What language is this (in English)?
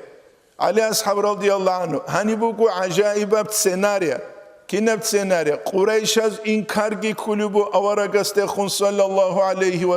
Avaric